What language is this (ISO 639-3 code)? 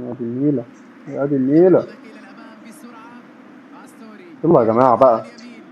arz